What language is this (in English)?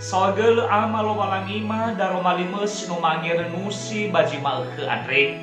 Nias